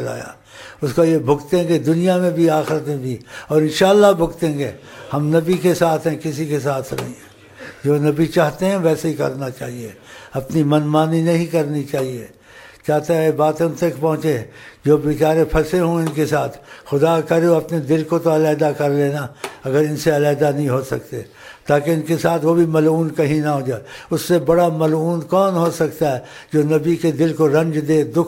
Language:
Urdu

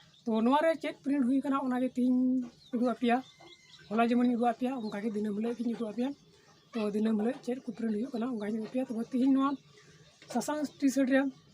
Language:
Santali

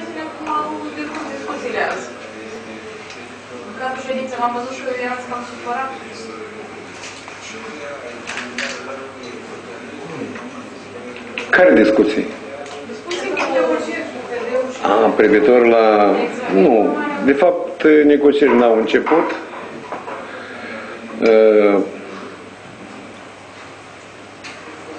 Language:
Romanian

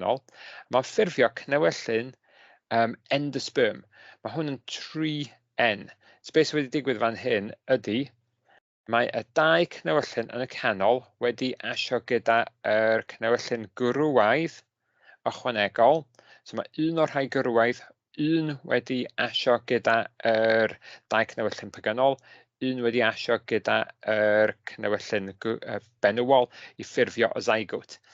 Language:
Welsh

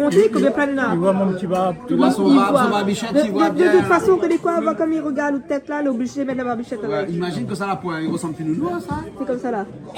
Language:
Réunion Creole French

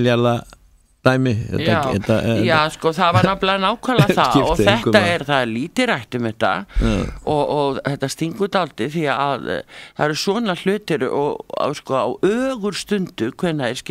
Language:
Icelandic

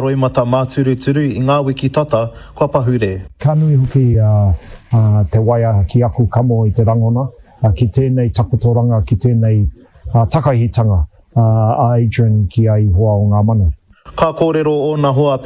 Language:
Māori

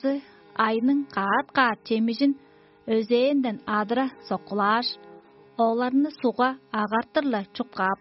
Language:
Tuvinian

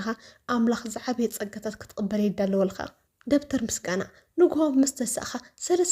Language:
Tigrinya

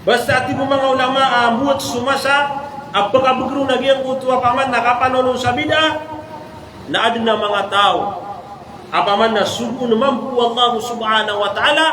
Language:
Maranao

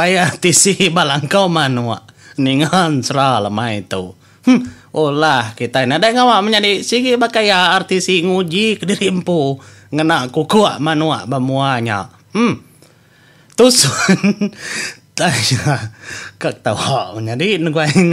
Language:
Iban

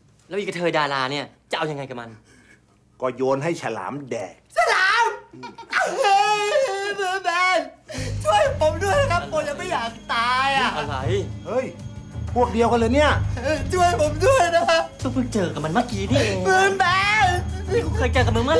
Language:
Thai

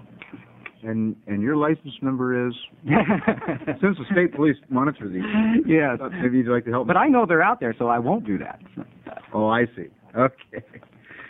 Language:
English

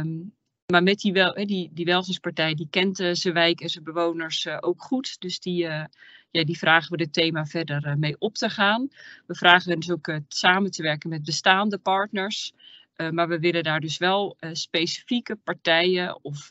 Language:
Dutch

